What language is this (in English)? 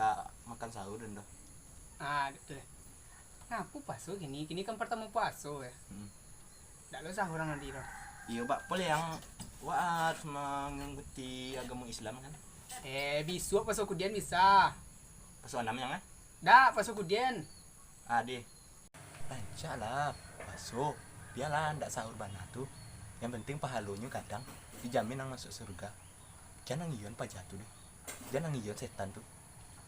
Minangkabau